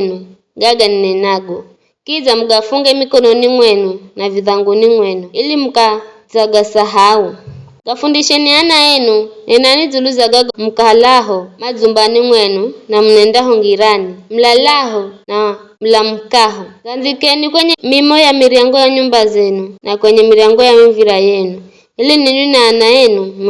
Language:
Giryama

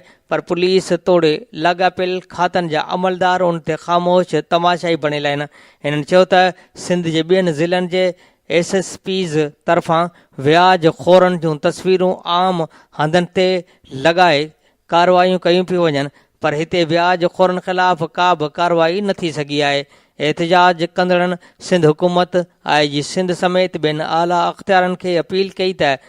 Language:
Sindhi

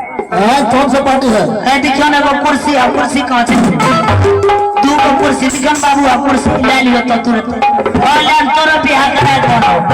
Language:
Maithili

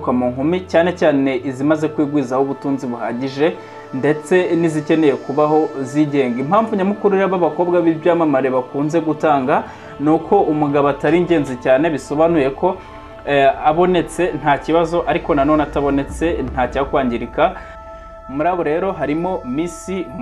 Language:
Kinyarwanda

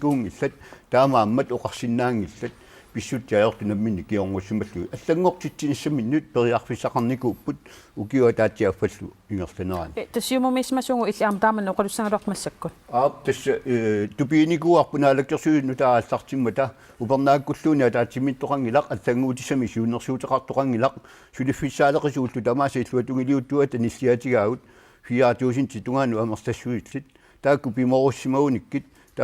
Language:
Kalaallisut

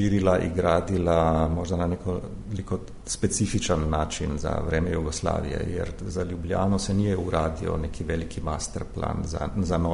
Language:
Serbian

